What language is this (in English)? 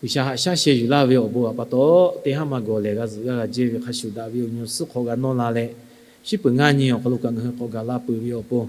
Lahu